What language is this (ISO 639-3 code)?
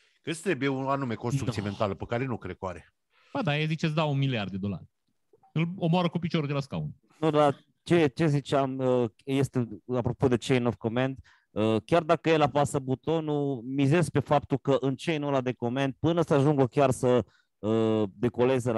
ron